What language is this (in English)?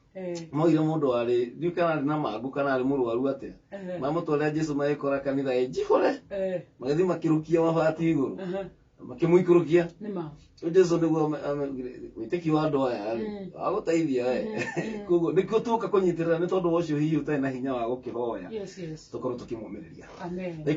Kikuyu